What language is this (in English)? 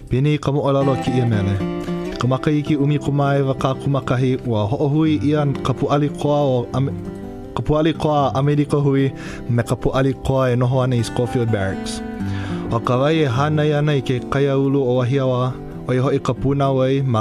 Hawaiian